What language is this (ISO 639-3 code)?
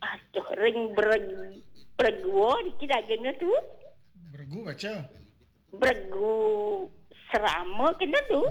ban